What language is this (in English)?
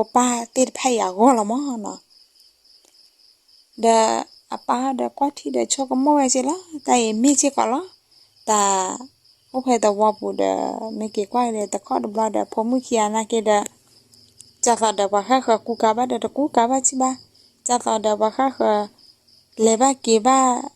S'gaw Karen